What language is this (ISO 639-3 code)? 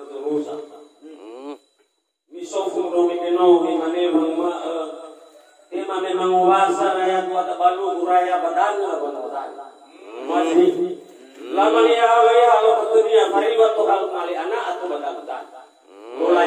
nia